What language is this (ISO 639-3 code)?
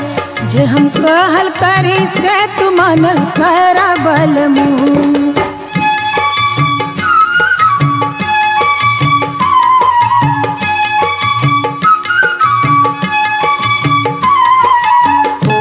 bho